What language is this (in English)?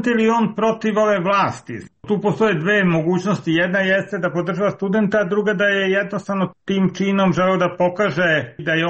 Serbian